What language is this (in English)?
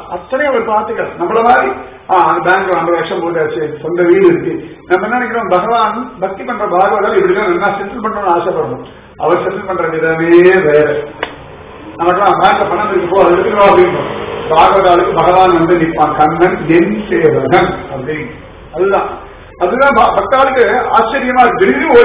Tamil